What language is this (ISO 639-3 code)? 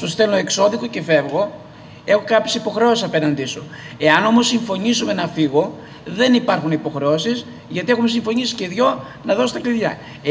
ell